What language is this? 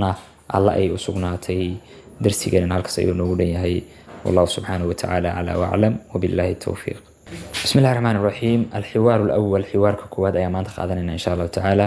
Somali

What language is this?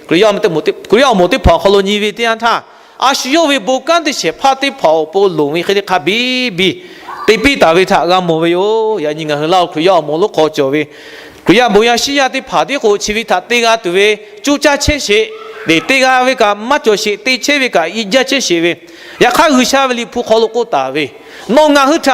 Lahu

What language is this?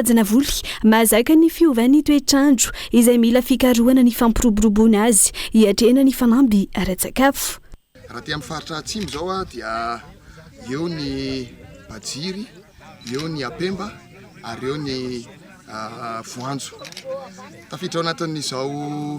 Malagasy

